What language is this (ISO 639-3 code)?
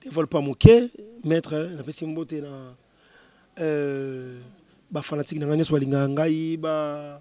lin